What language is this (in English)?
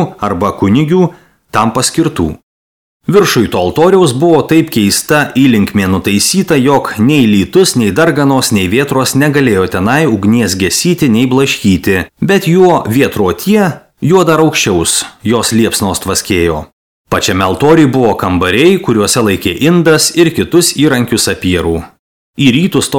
Lithuanian